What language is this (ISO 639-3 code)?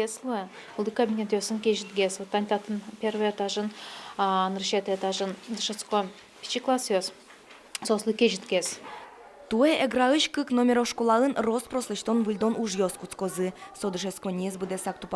udm